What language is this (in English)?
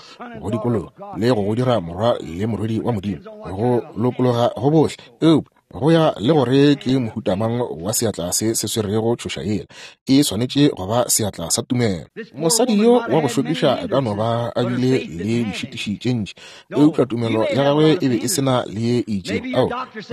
Northern Sotho